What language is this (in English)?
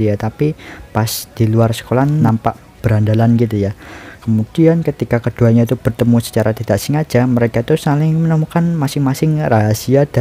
Indonesian